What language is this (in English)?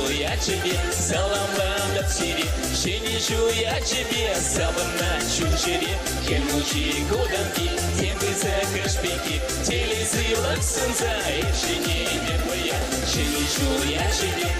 Chuvash